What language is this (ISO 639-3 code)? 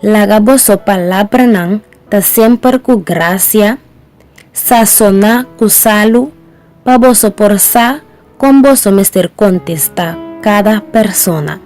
pap